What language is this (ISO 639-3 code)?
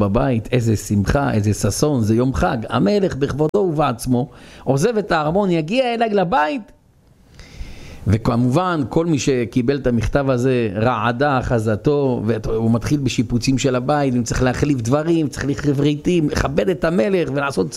heb